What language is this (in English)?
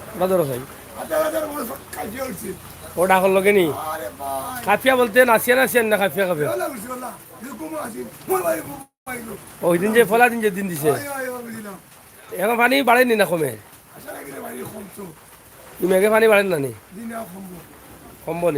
Sylheti